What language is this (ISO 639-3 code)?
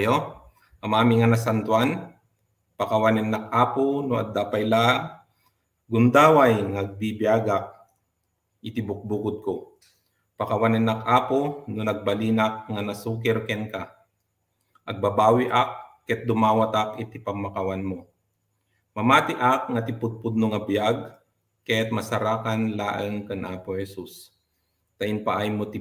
ilo